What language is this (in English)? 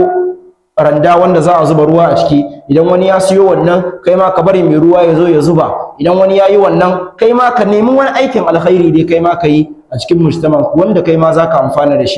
Hausa